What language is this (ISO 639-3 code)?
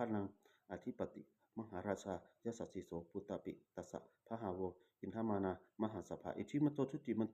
pli